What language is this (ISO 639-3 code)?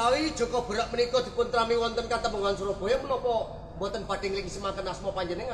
jav